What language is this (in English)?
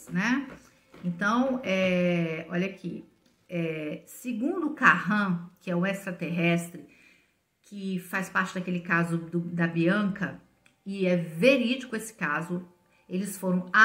Portuguese